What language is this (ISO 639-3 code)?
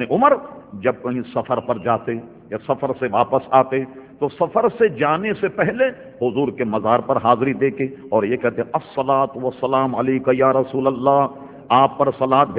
urd